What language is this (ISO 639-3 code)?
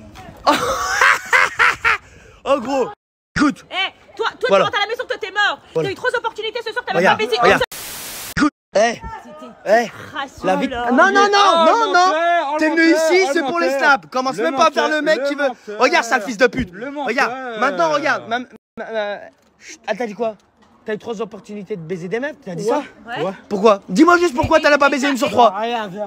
fra